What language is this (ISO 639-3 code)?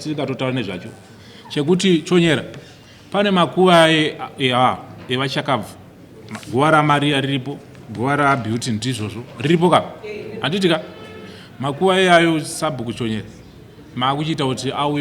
sna